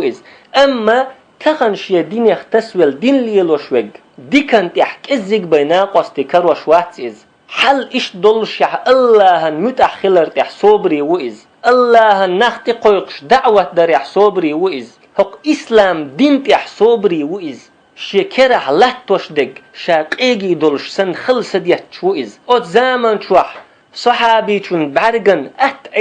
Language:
Chechen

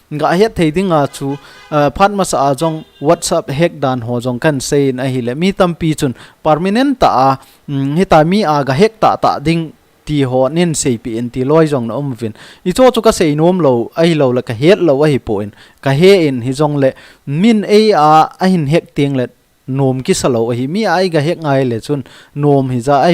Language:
Thado Chin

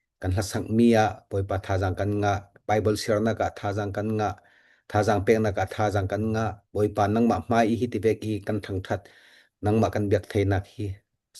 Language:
Falam Chin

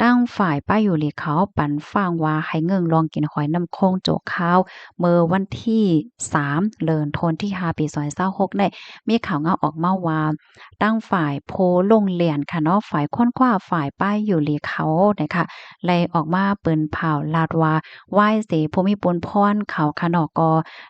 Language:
Shan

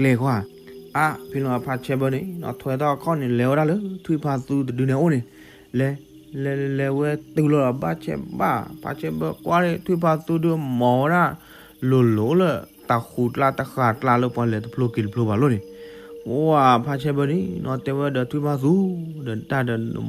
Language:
S'gaw Karen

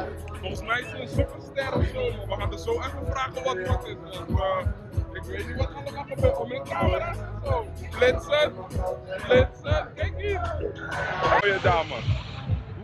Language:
Dutch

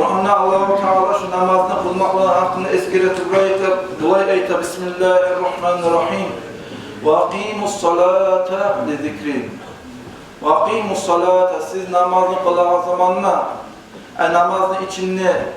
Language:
Kumyk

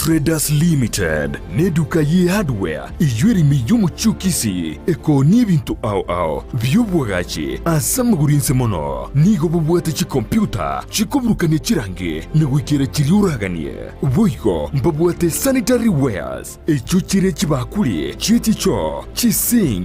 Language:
Gusii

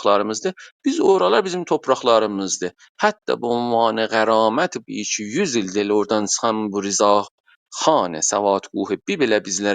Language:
South Azerbaijani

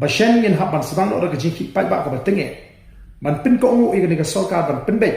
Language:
Khasi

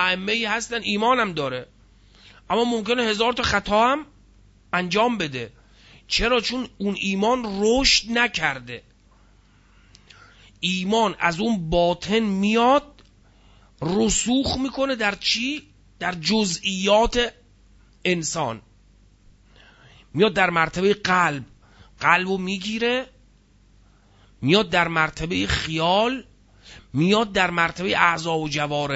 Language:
Persian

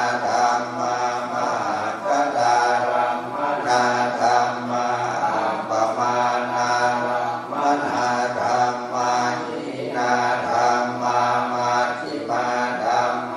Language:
Pali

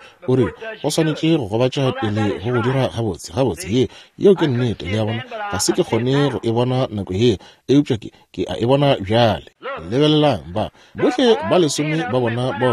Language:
Northern Sotho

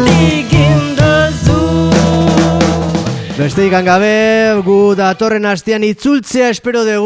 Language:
Basque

